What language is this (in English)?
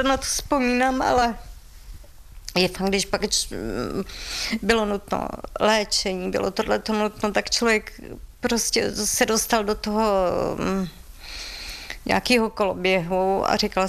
Czech